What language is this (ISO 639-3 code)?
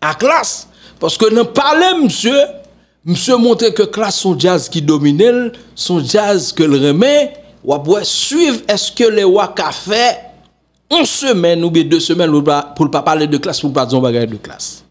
hat